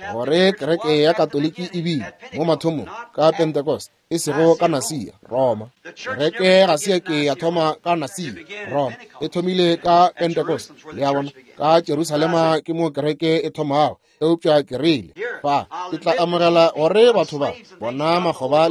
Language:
Northern Sotho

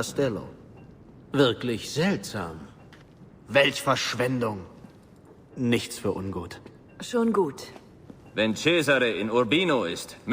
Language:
Bavarian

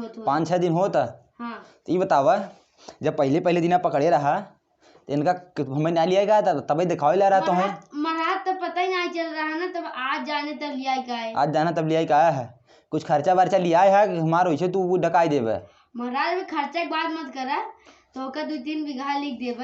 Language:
Awadhi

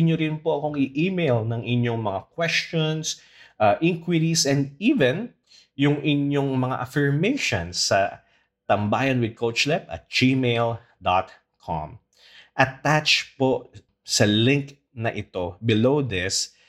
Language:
Filipino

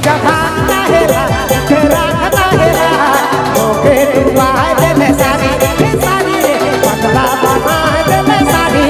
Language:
Sadri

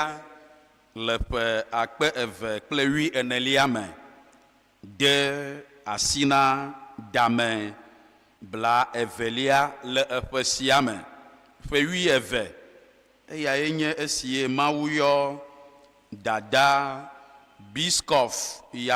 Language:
Ewe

